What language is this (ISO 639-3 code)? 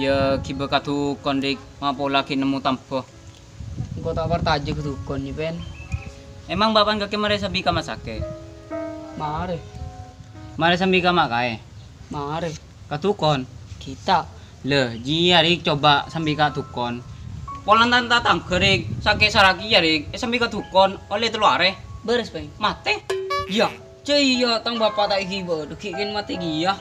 mad